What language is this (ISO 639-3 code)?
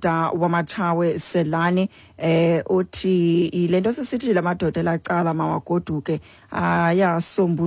xho